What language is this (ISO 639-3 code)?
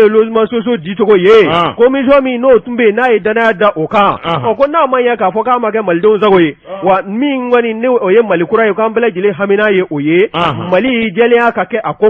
bam